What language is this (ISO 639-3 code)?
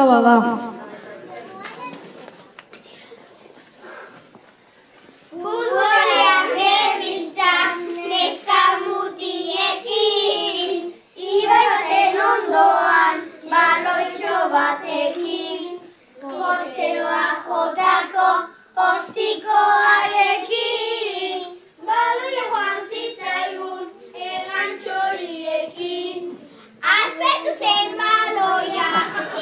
eus